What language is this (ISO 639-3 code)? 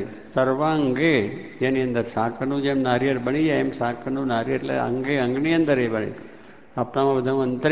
guj